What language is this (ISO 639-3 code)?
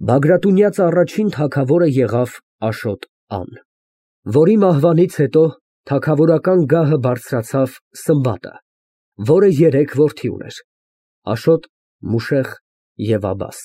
hye